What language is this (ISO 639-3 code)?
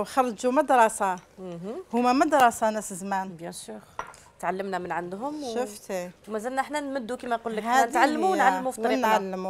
arq